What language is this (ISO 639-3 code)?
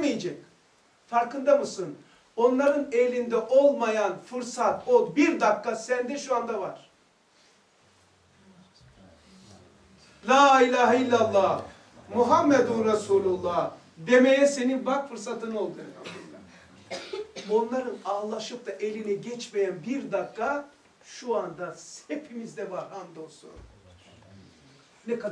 tur